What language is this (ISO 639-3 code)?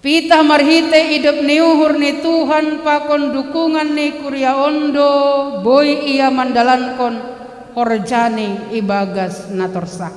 bts